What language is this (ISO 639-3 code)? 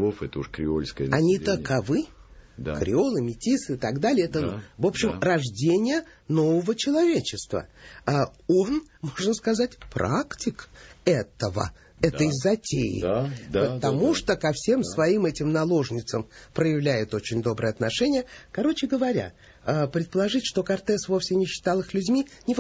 rus